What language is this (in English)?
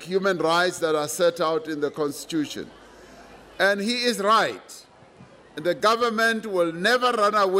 English